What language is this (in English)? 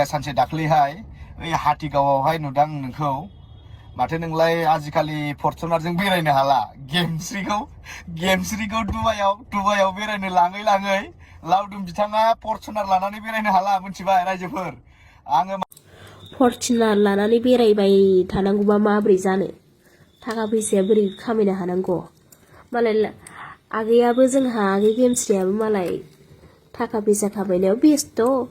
Bodo